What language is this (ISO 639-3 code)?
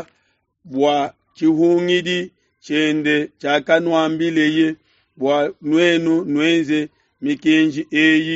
lua